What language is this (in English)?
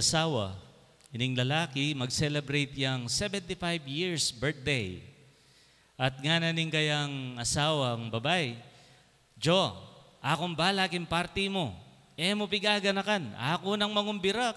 Pampanga